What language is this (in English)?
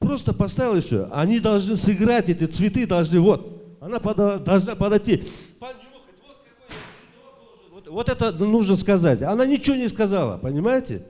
Crimean Tatar